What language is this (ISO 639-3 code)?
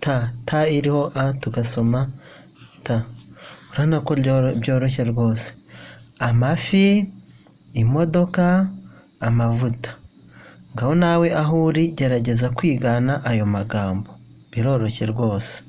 kin